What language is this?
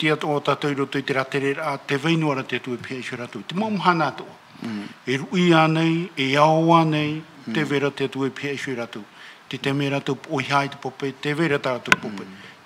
Tahitian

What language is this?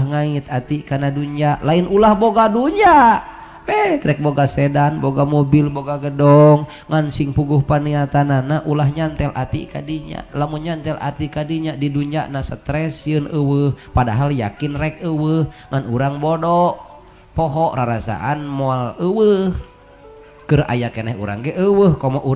Sundanese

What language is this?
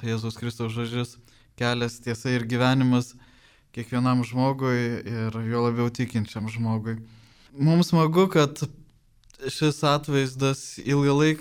Lithuanian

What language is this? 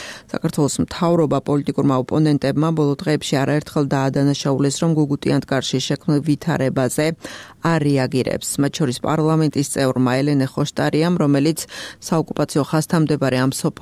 Georgian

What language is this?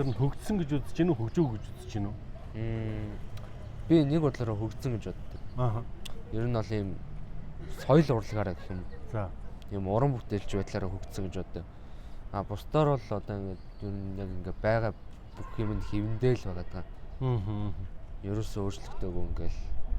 Mongolian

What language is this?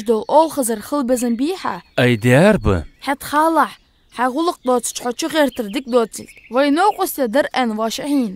Ingush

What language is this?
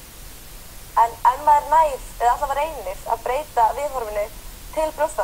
Icelandic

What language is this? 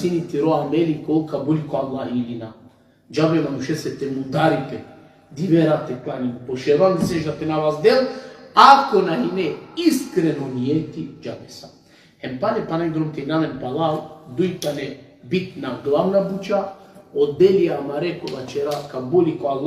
Balkan Romani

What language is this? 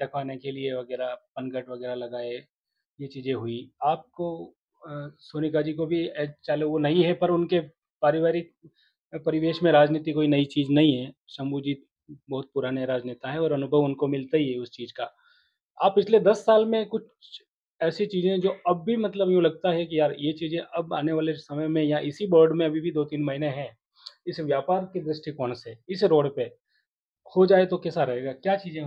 Hindi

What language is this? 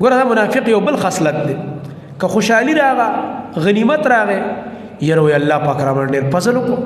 Pashto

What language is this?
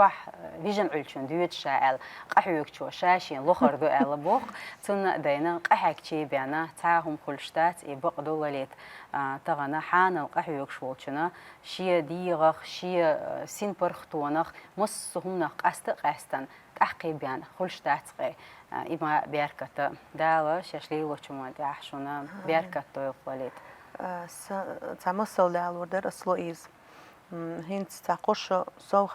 Chechen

